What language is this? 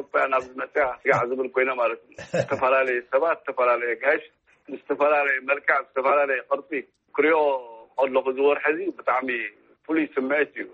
Tigrinya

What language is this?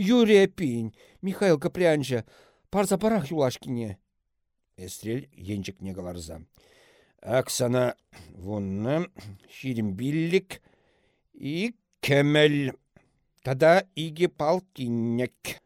Chuvash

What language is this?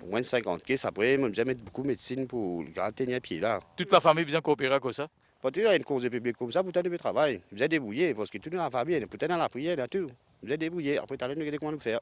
Morisyen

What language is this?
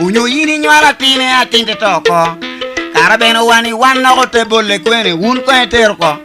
Lango (Uganda)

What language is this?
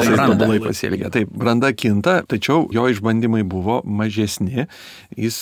Lithuanian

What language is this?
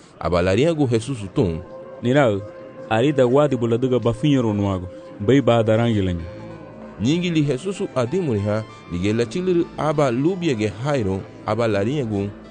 Garifuna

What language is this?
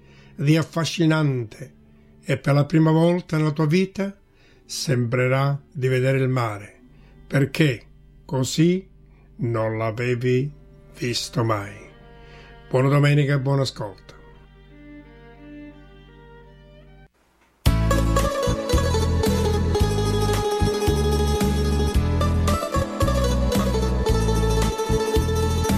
Italian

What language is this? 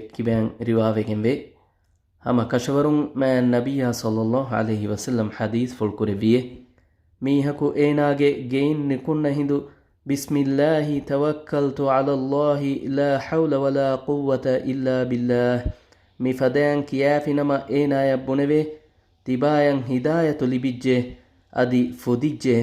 Divehi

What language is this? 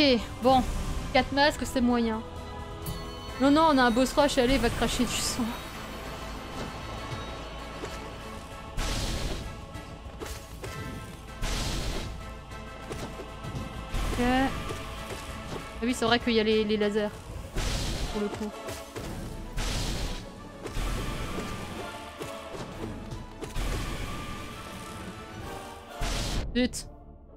French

